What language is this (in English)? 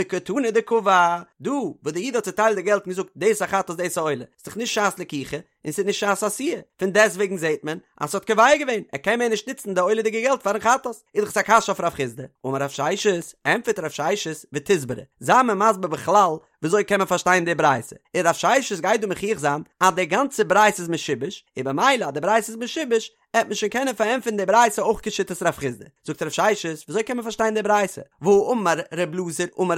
Yiddish